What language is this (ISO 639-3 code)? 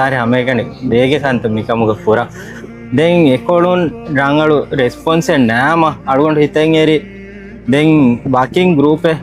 div